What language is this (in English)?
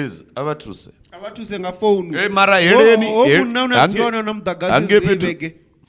Venda